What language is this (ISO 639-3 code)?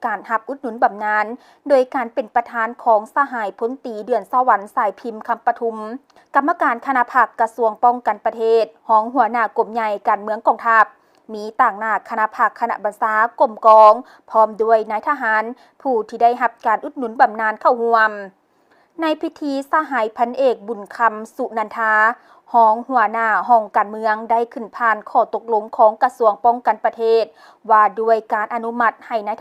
lao